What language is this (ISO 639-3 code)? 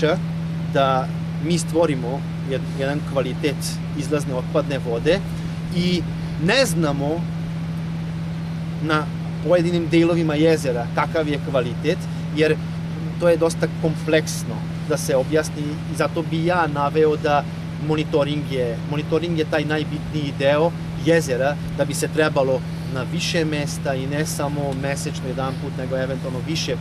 srp